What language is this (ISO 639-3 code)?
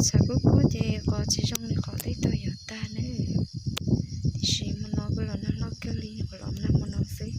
hmn